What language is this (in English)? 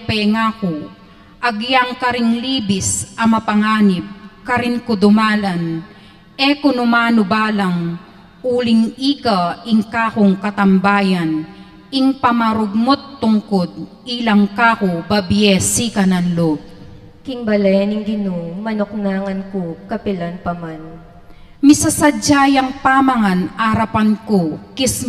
Pampanga